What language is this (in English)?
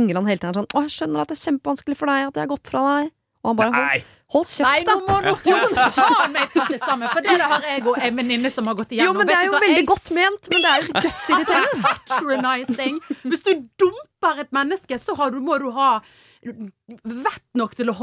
Norwegian